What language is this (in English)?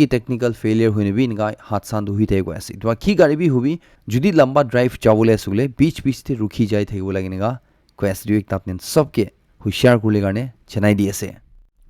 Naga Pidgin